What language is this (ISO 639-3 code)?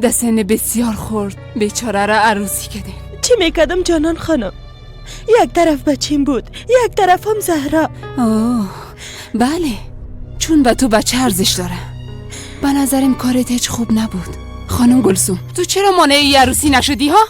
fas